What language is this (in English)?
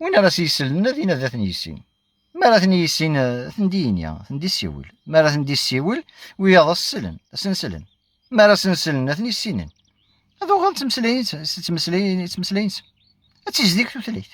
Kabyle